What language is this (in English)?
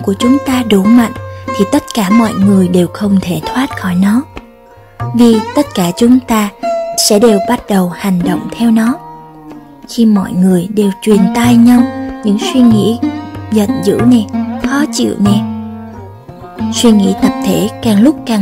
Vietnamese